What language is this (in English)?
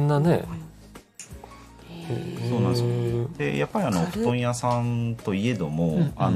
Japanese